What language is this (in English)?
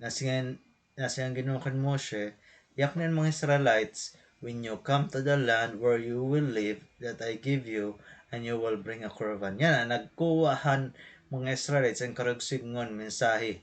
Waray